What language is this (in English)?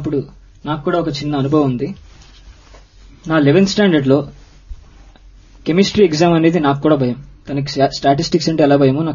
Telugu